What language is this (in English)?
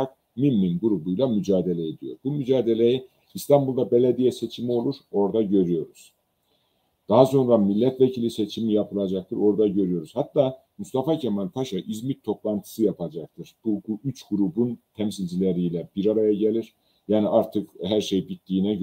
Turkish